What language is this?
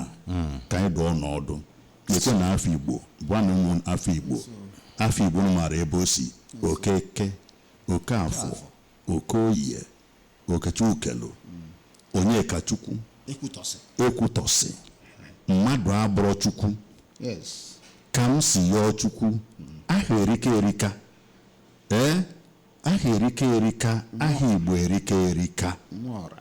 Igbo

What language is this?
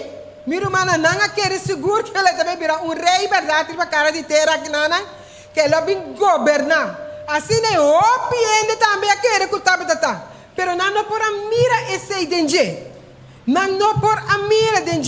Papiamento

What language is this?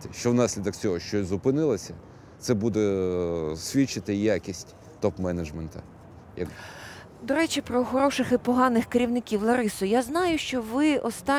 Ukrainian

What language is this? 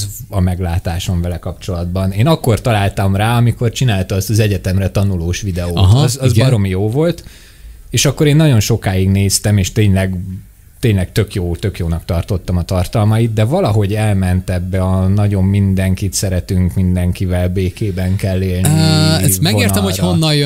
Hungarian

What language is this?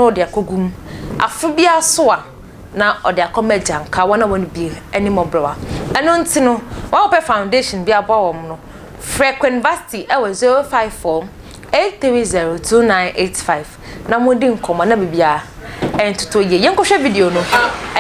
Akan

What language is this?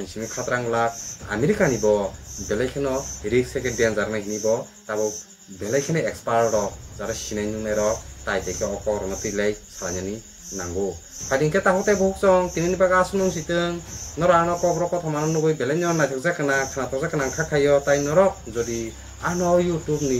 Kok Borok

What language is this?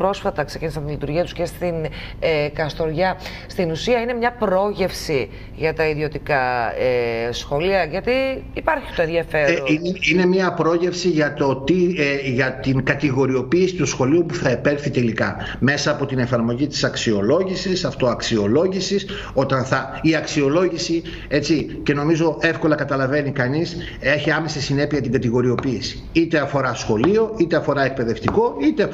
Greek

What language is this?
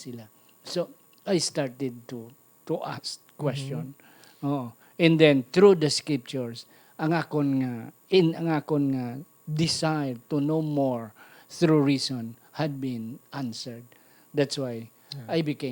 Hiligaynon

